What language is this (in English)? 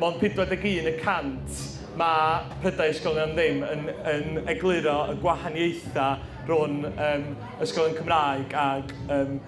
Welsh